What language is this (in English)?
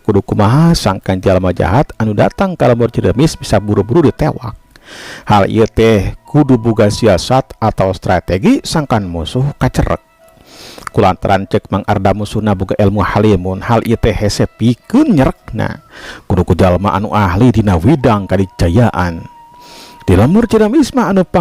Sundanese